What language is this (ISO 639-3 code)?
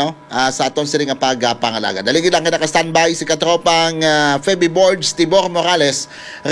hil